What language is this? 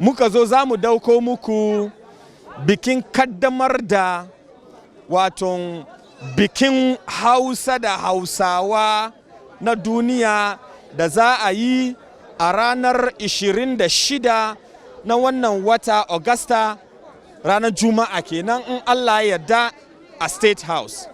Hausa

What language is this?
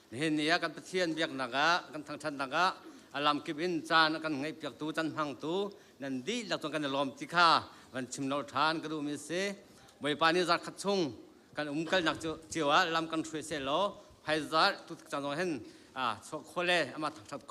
Hakha Chin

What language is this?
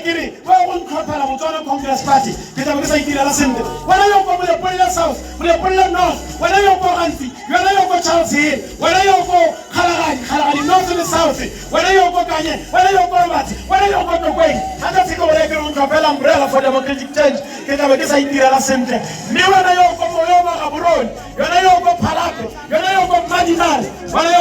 Tswana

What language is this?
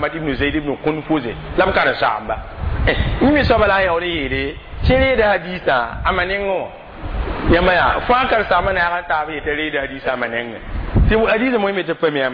Mossi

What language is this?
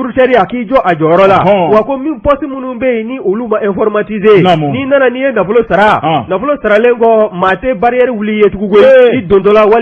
Bambara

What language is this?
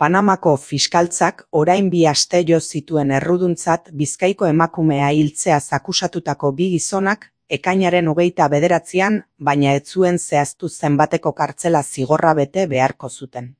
Basque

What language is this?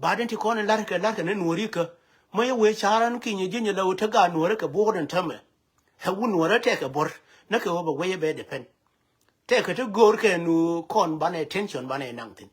Nuer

